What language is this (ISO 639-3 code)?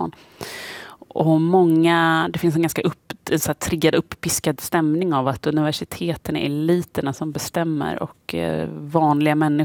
swe